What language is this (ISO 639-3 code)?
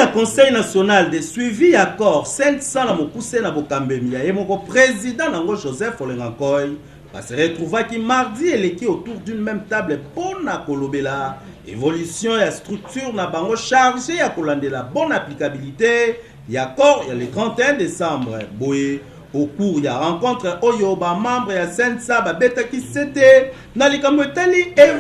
lin